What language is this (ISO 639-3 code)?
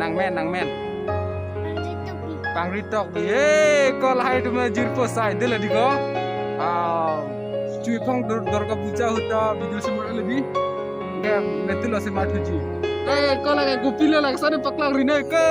mjw